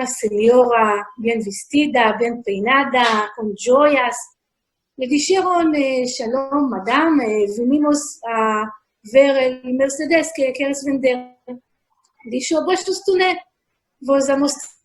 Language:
Ladino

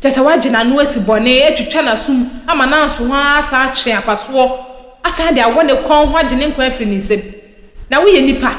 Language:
Akan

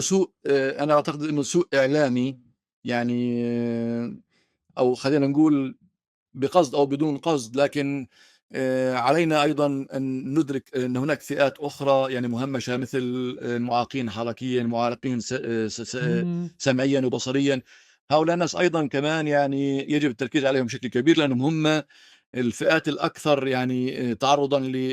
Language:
North Levantine Arabic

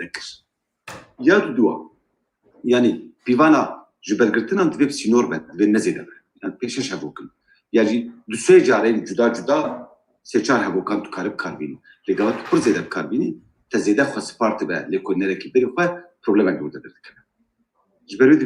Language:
Kurdish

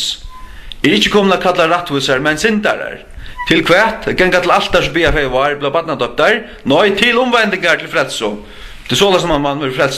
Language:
Faroese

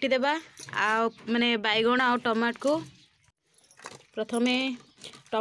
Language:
Odia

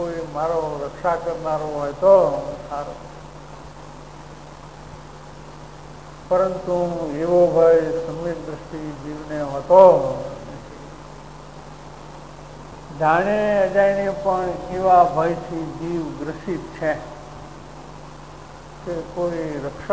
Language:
Gujarati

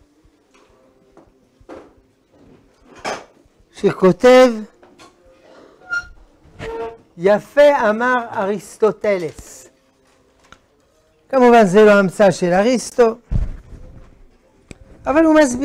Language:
Hebrew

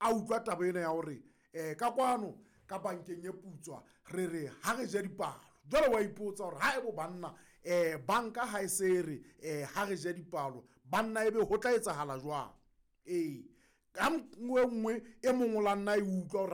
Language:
Southern Sotho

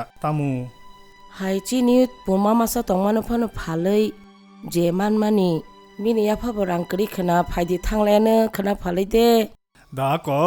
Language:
Kok Borok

